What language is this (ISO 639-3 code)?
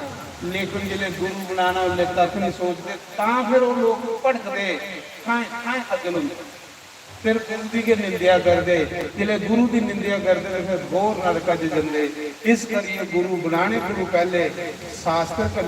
doi